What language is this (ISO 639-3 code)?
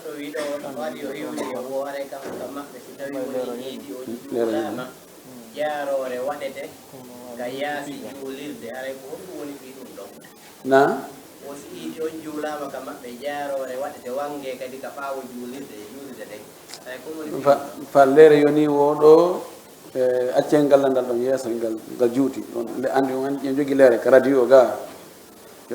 ful